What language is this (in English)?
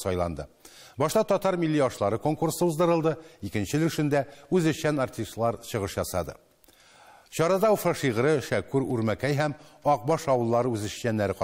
Tatar